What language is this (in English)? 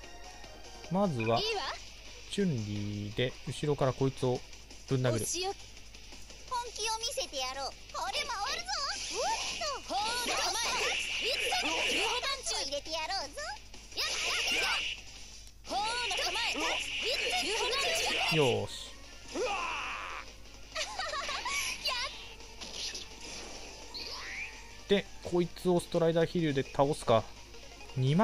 Japanese